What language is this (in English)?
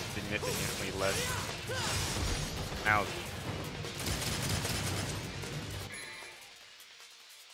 English